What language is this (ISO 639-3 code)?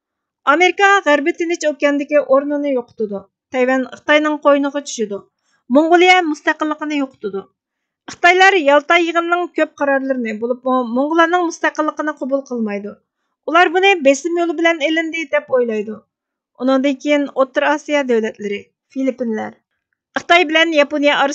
uig